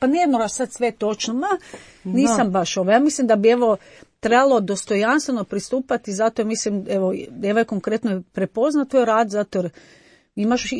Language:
Croatian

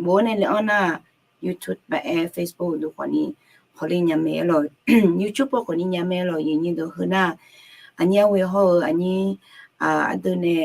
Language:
Akha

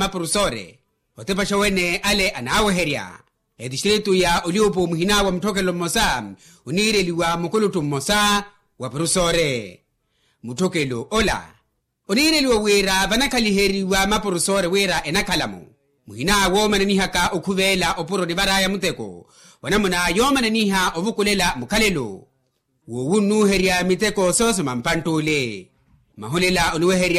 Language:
Makhuwa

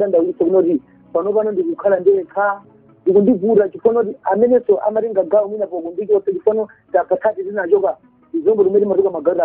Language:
Nyanja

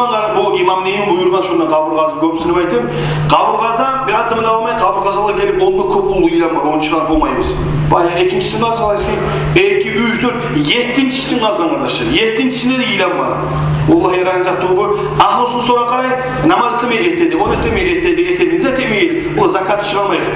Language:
Kumyk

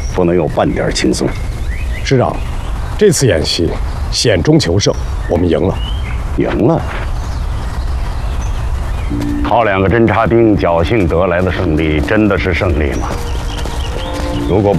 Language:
Chinese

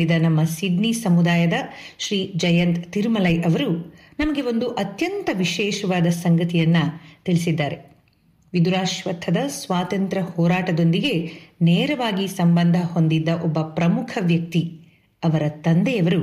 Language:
Kannada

